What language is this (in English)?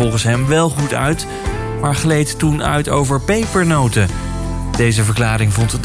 Dutch